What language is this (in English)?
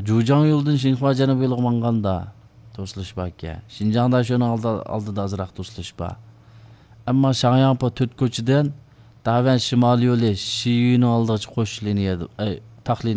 Uyghur